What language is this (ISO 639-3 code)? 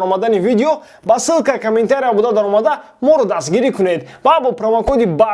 tgk